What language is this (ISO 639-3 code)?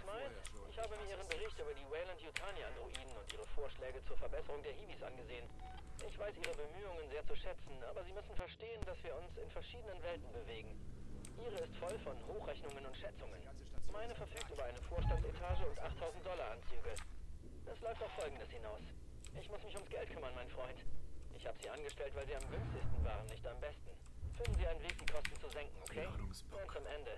bar